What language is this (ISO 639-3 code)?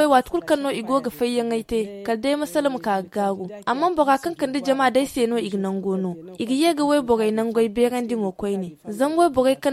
dje